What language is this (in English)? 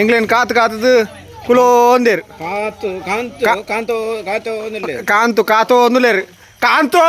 Tulu